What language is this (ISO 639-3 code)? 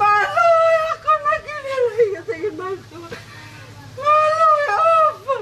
ton